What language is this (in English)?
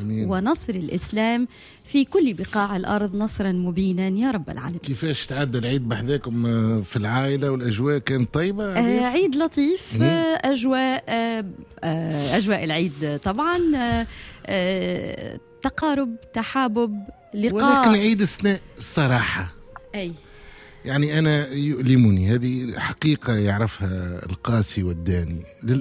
Tunisian Arabic